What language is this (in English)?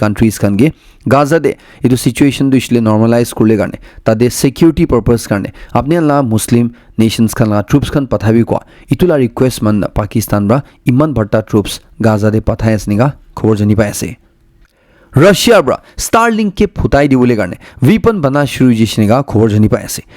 Naga Pidgin